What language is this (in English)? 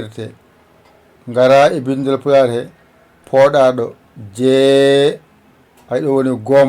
Fula